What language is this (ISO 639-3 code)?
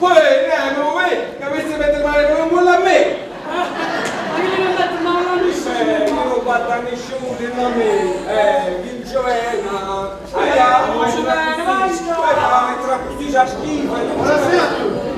nap